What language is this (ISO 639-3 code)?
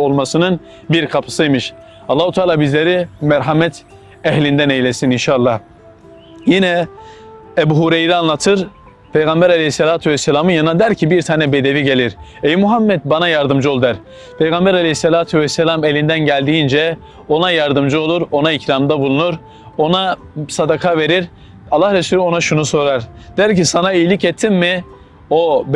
tur